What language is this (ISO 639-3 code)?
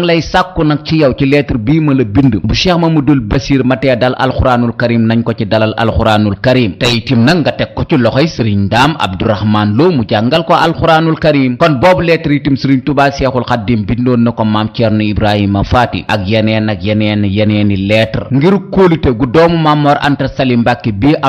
wol